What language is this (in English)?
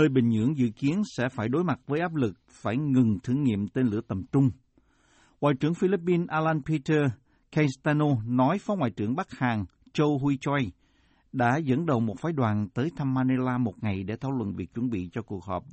Vietnamese